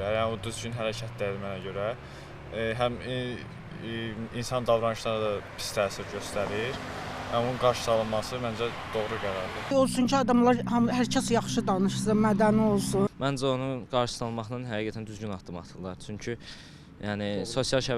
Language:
Azerbaijani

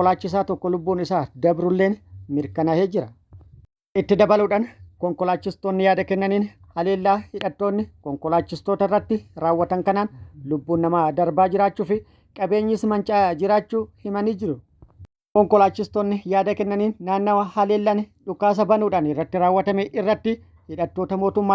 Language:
Oromo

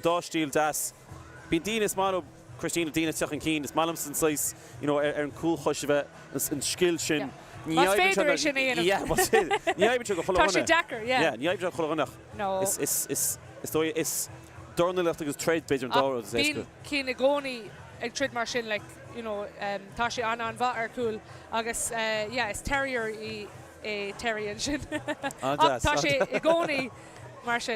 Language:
Irish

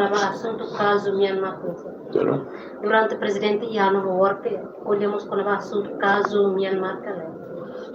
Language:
Tetum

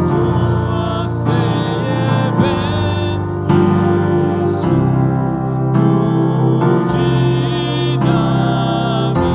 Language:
Ewe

